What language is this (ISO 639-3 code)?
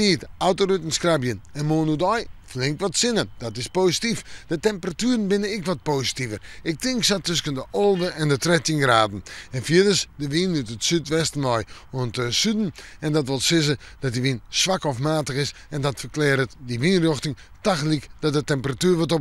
fry